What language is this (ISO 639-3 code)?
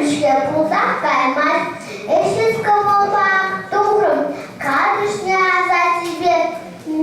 chv